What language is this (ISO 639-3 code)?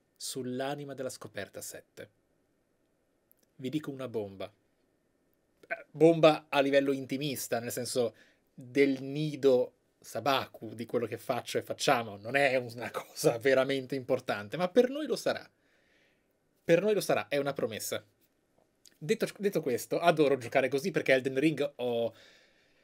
ita